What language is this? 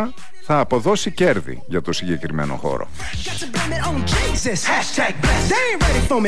Greek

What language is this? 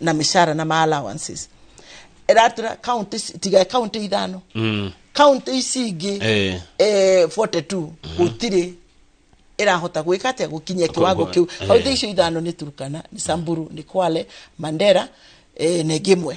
Kikuyu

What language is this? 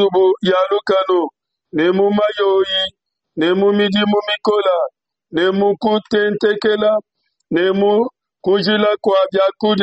Luba-Lulua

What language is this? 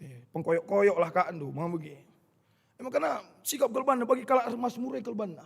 Batak Karo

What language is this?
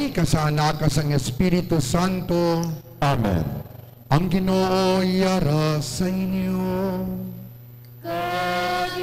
Hiligaynon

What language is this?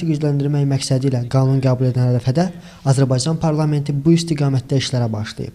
Azerbaijani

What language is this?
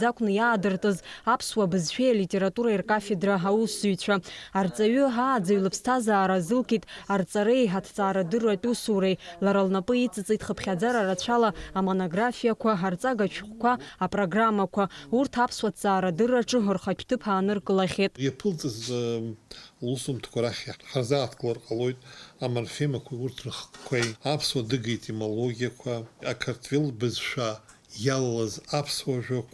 Abkhazian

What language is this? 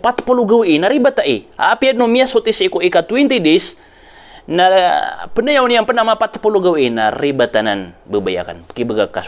Maranao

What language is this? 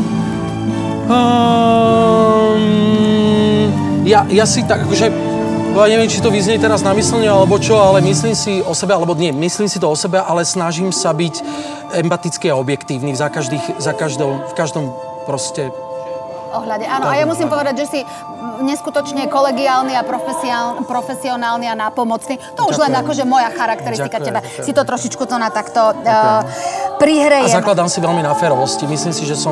Slovak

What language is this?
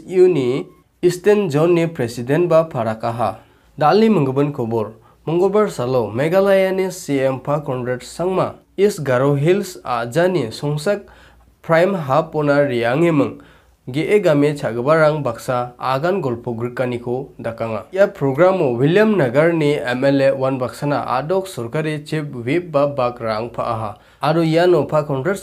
Garo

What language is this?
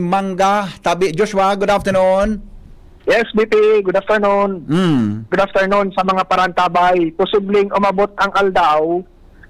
Bikol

